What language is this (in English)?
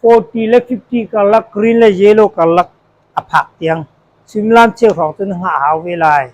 Hakha Chin